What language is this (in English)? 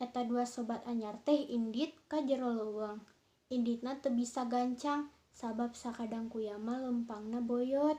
Sundanese